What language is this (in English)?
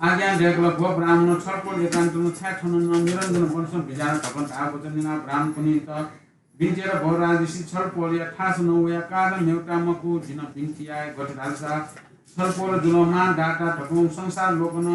Newari